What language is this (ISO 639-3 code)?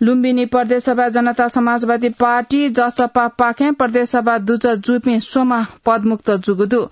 new